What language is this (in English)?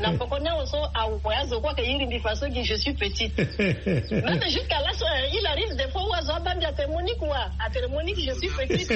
Sango